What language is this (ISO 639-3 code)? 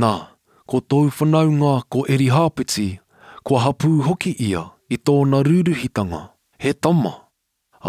mri